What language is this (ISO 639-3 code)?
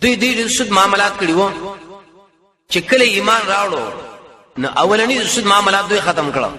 pus